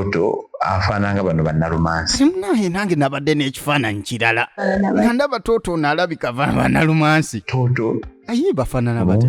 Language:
Ganda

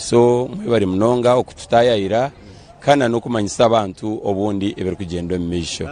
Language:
Nyankole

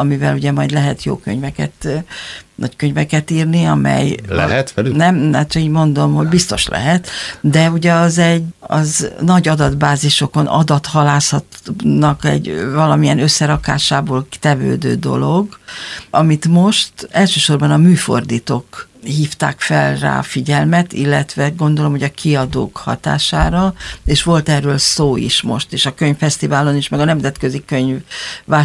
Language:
Hungarian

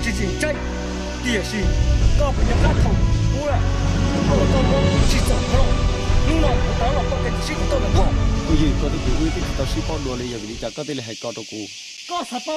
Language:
Hmong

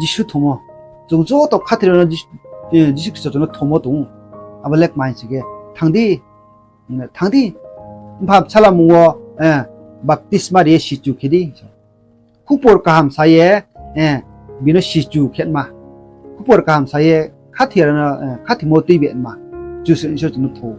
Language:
Riang (India)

